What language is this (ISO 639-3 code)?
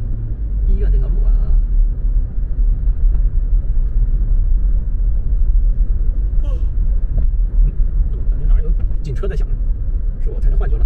zho